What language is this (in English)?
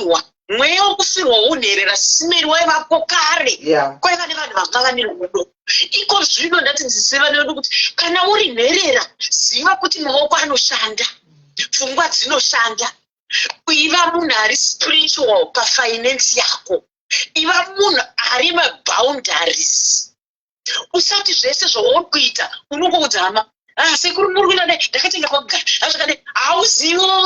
Shona